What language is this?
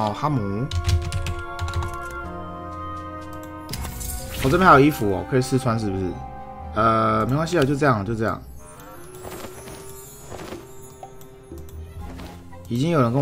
Chinese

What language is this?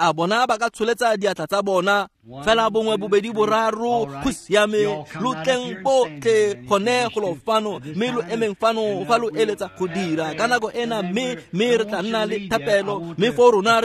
Tswana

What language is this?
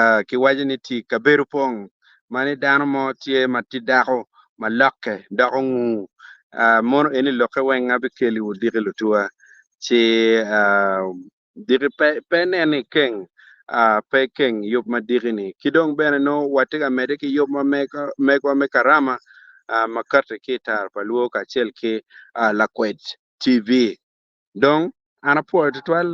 Acoli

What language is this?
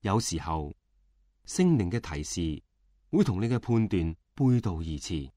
Cantonese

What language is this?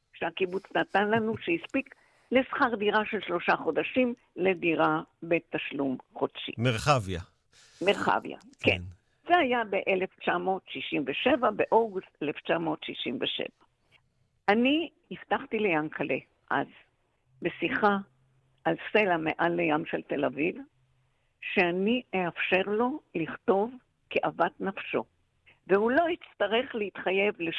Hebrew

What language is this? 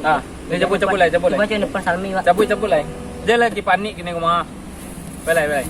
Minangkabau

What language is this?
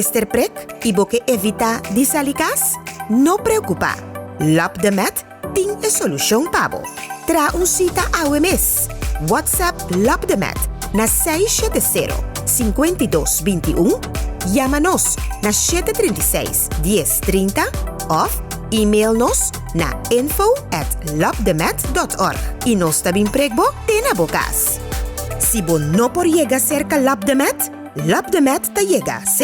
Papiamento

